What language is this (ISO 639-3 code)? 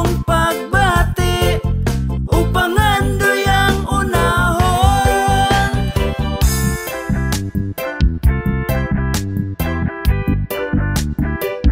ceb